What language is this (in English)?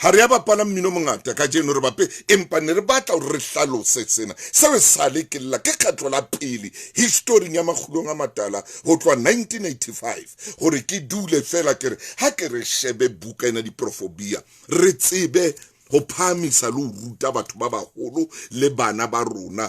Southern Sotho